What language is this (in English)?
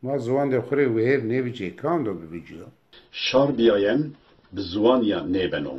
Zaza